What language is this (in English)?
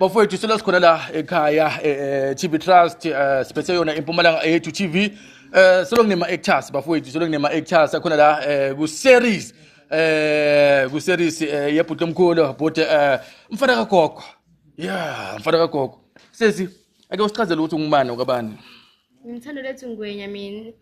Zulu